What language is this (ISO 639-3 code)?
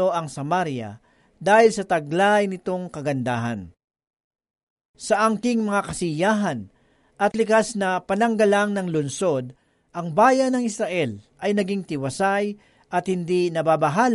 fil